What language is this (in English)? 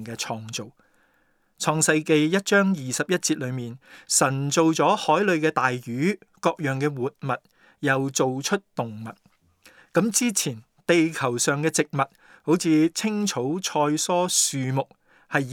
Cantonese